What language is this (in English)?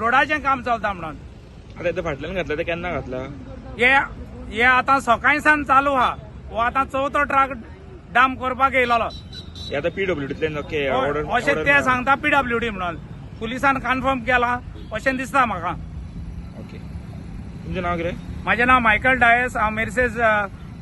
Konkani